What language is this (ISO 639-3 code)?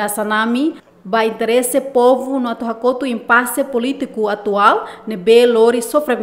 tet